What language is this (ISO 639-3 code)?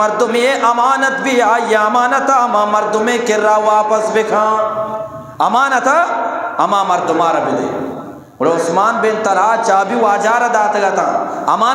bgp